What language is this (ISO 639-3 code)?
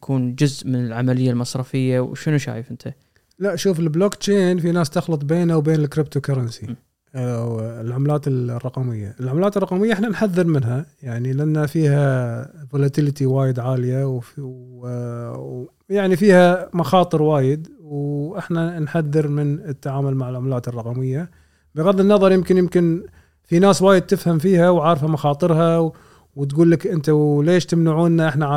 afb